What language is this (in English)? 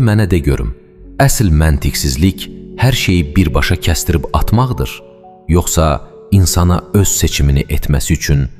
Azerbaijani